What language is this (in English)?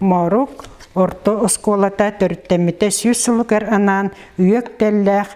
Yakut